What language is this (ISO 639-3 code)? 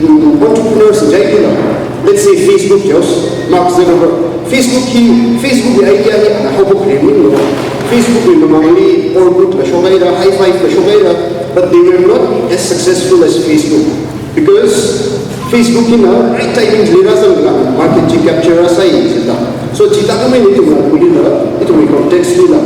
nmf